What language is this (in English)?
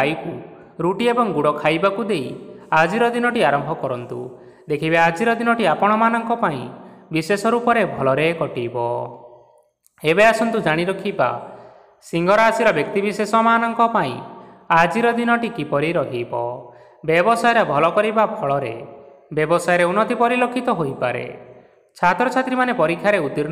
Odia